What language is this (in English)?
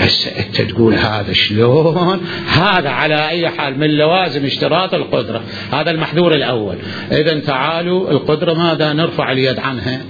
Mesopotamian Arabic